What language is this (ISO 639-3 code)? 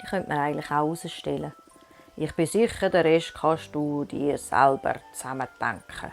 gsw